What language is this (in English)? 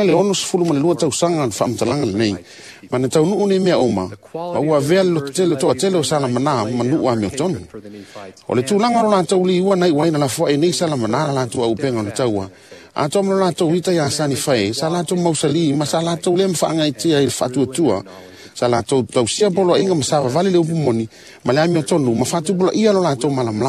Samoan